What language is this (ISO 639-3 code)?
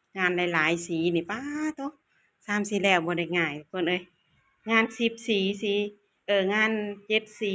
lao